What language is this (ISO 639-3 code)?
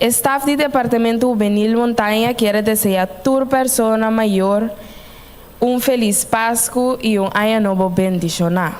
pap